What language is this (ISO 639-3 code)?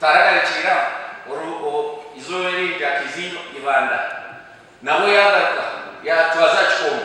nyn